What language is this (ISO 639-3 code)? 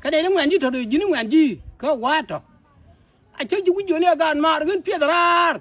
nus